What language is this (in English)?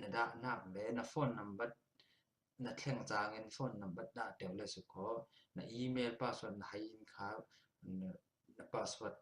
Falam Chin